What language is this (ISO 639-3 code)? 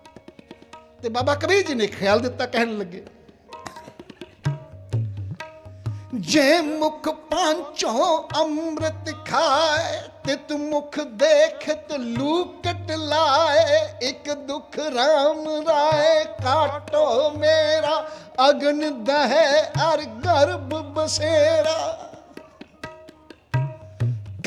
pan